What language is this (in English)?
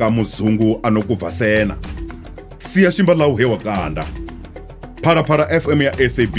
Venda